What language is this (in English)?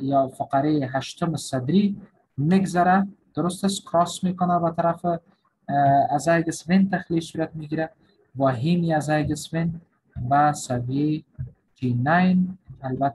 Persian